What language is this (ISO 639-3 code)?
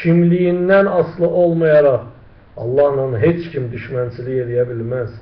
aze